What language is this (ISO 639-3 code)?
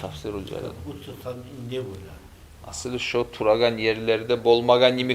kum